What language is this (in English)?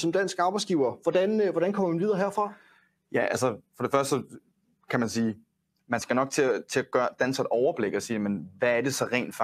Danish